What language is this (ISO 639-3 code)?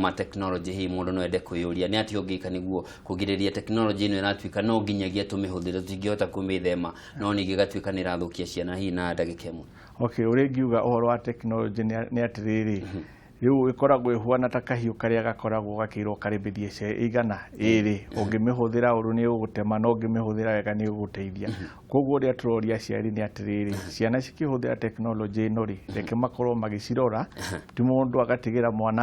kik